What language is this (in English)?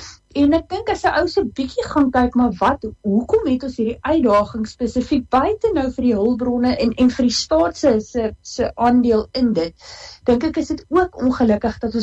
Afrikaans